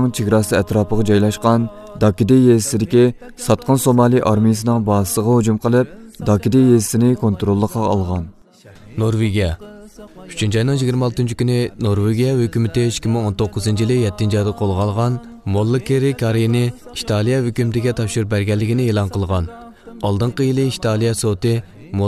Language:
Uyghur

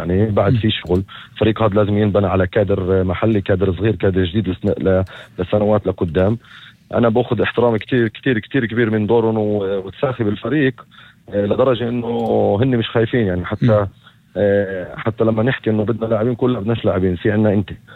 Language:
North Levantine Arabic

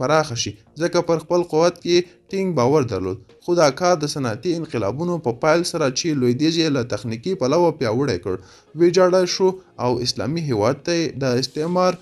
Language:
Pashto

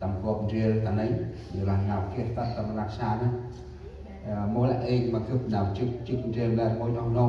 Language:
Central Mnong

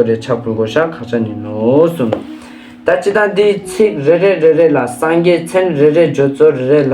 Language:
Ladakhi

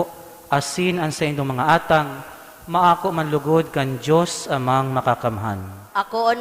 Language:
Bikol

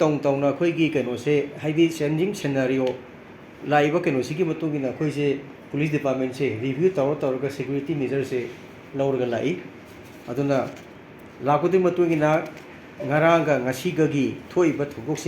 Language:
Manipuri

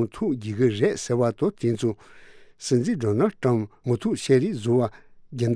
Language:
Tibetan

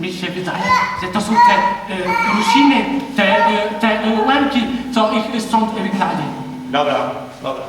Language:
Rusyn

